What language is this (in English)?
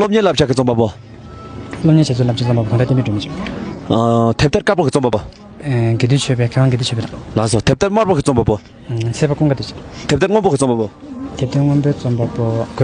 Tibetan